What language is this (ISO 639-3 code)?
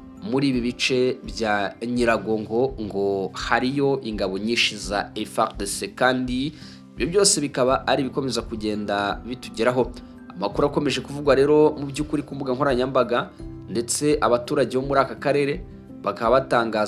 kin